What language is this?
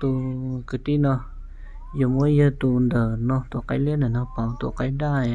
Hmong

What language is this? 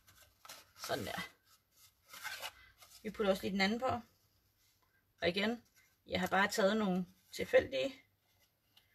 Danish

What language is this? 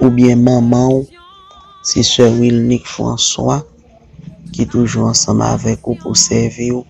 Haitian Creole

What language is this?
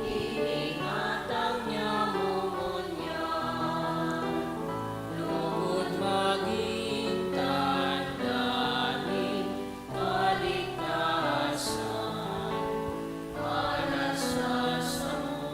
Bikol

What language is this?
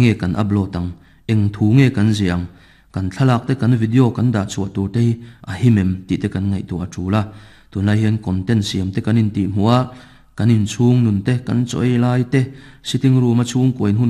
Mizo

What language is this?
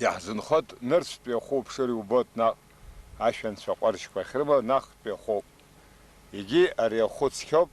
Abkhazian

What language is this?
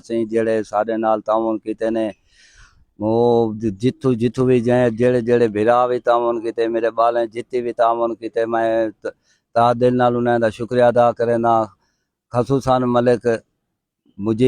Saraiki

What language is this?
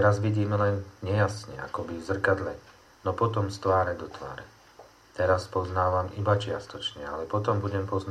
Slovak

